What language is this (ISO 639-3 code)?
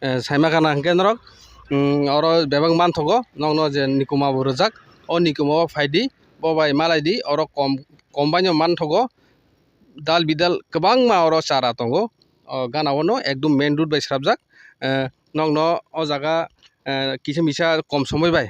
trp